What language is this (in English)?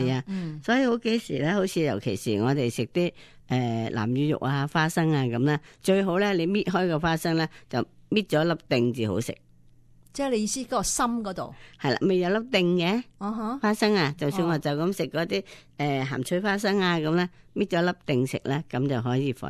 Cantonese